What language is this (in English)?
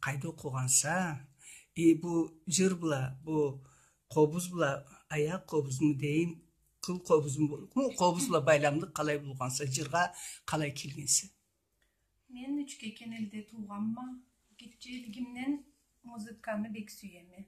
Karachay-Balkar